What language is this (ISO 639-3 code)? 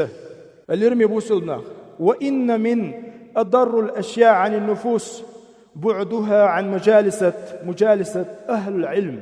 che